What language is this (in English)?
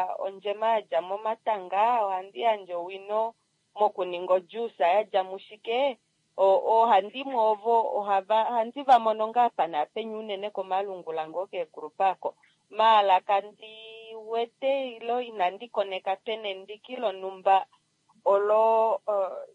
Kuanyama